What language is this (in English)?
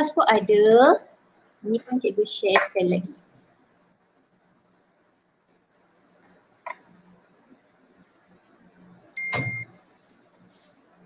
Malay